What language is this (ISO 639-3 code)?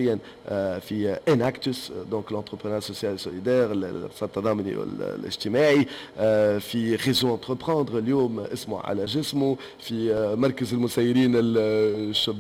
aeb